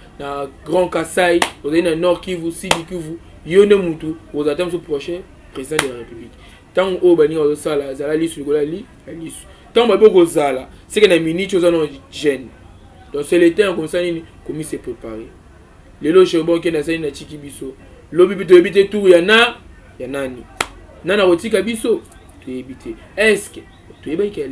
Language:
Lingala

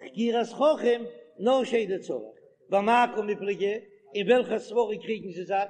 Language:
Yiddish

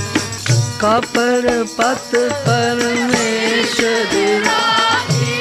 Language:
Hindi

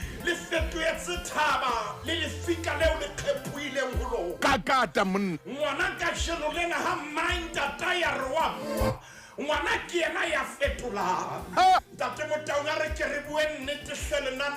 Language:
Southern Sotho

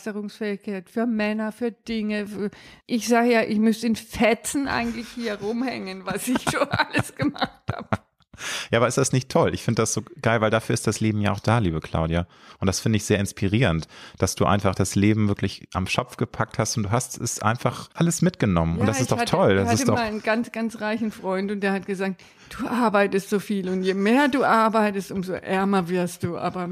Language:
German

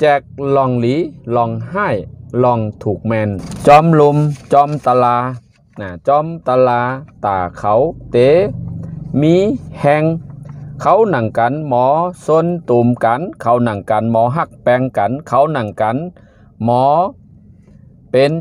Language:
Shan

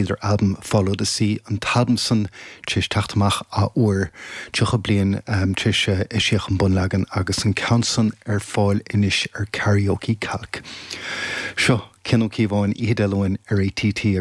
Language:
Irish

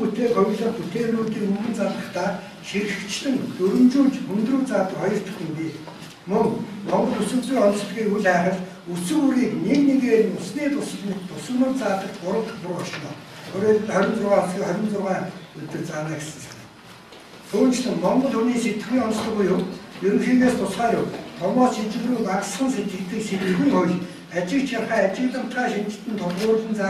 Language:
Mongolian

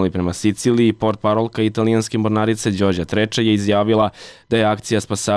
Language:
Serbian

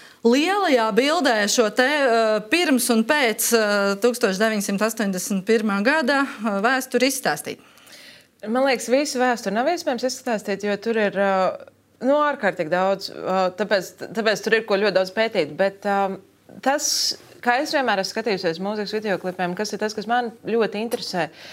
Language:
Latvian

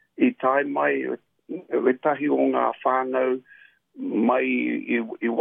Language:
Māori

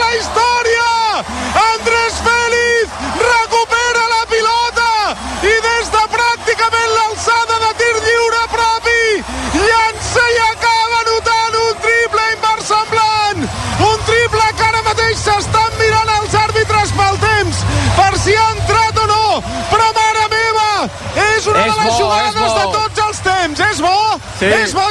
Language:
Catalan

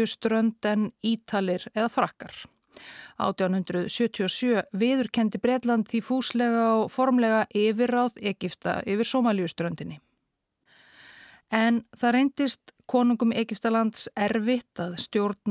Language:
Icelandic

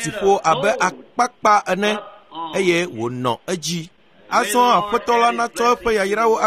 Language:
Ewe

